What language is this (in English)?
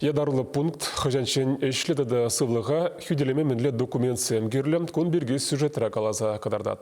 Chuvash